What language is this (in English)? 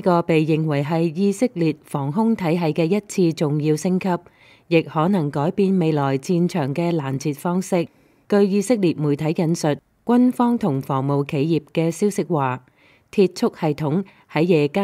Cantonese